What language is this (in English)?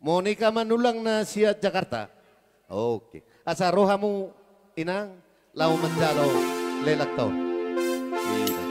Batak Toba